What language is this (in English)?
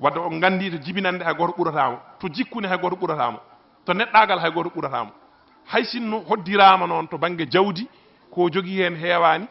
Fula